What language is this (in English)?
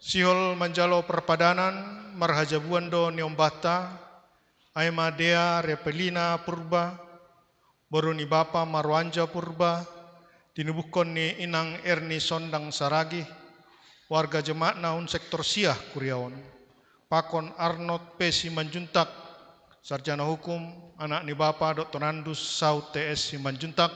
Batak Simalungun